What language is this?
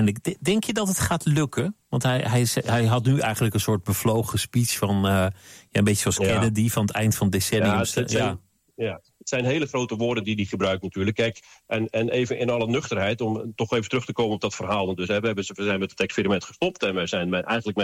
Dutch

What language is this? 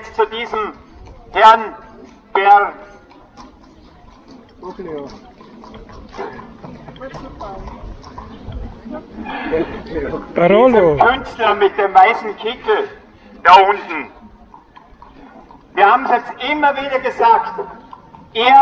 German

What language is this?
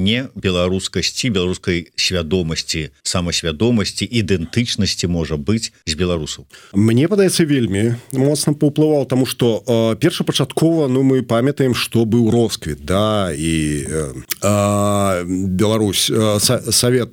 Belarusian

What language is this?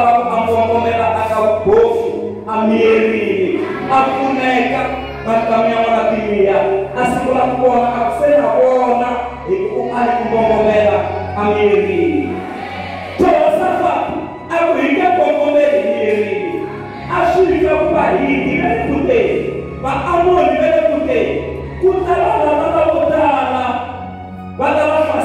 Tsonga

